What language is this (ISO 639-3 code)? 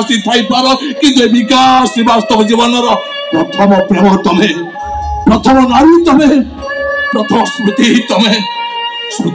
ori